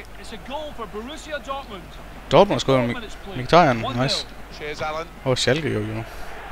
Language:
Danish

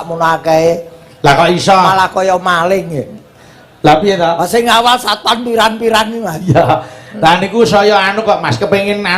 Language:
Javanese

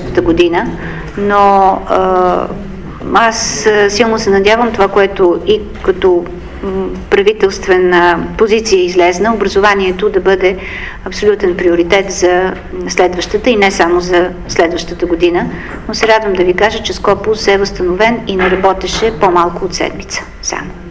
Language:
Bulgarian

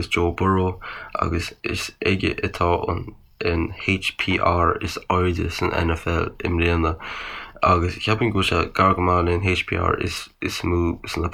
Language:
Irish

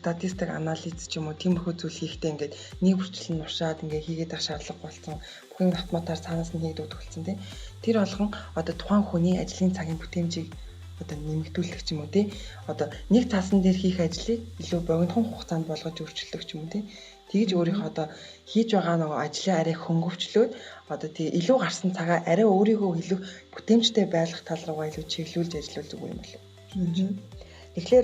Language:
Mongolian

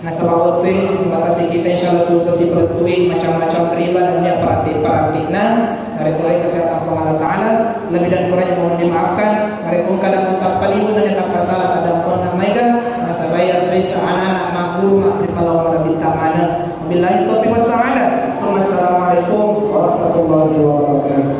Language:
Buginese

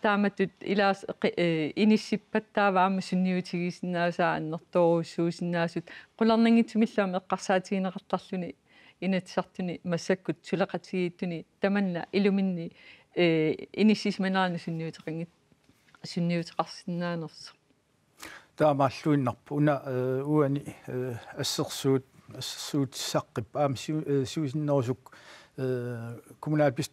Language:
Kalaallisut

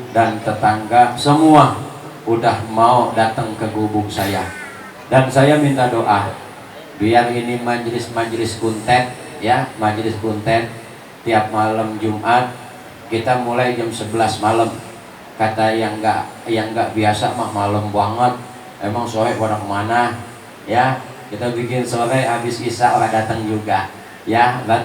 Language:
Betawi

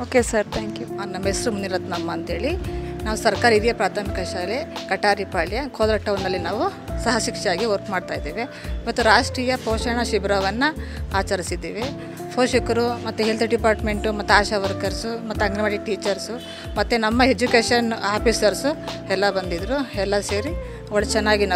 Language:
Kannada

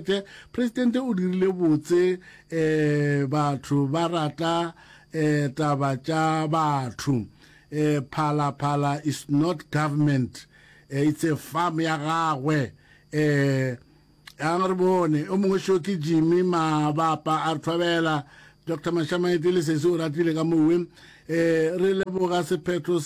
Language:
Northern Sotho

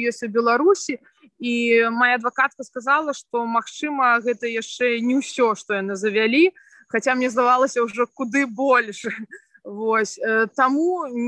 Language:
Belarusian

